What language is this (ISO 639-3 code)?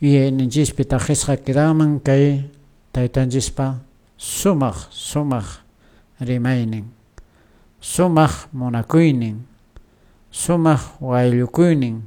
que